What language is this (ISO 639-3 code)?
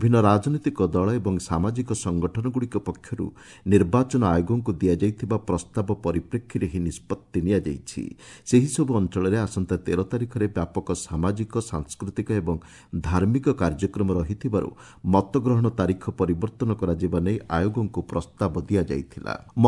ori